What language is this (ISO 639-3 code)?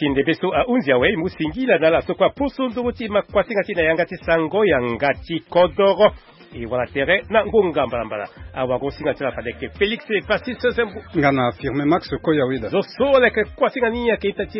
sag